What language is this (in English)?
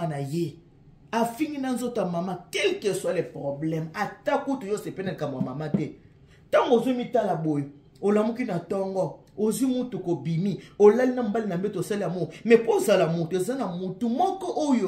Lingala